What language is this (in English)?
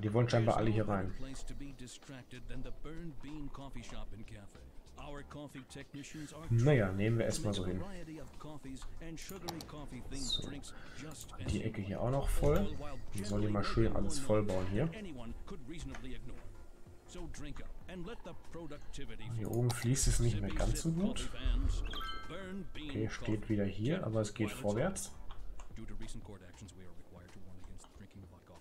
German